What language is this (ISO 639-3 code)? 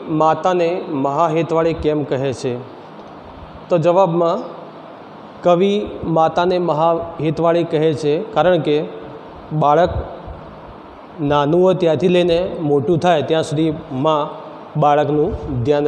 guj